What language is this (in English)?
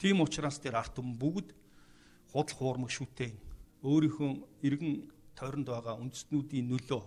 Mongolian